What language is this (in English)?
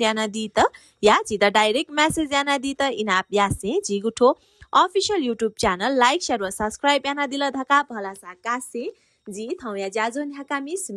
Newari